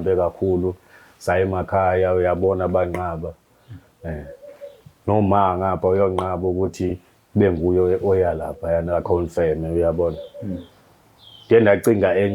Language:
Zulu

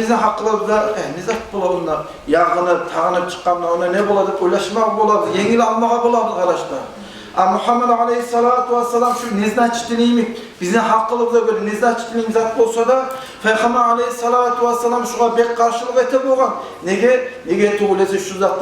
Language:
Kumyk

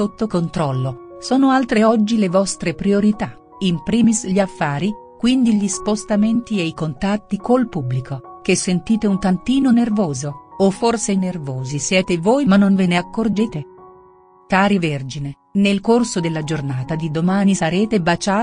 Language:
Italian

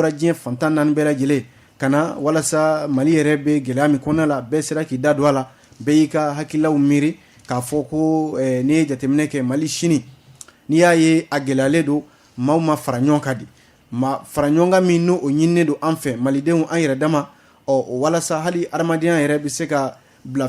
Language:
Bambara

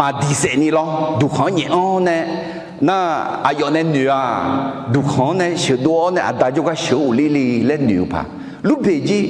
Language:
Akha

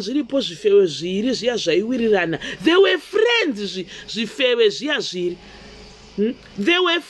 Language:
Shona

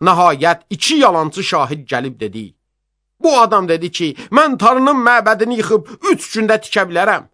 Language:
Azerbaijani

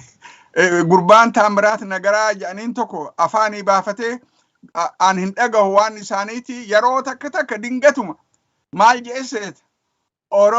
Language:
Oromo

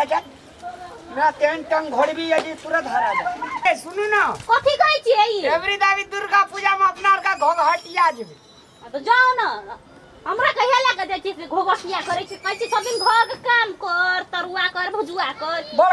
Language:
Maithili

